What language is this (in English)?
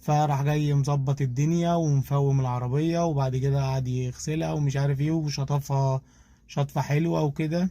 Egyptian Arabic